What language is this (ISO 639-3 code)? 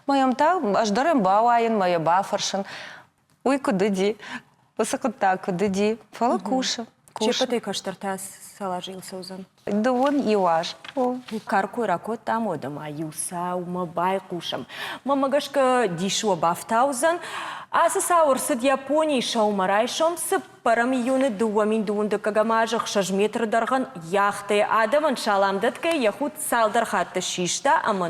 oss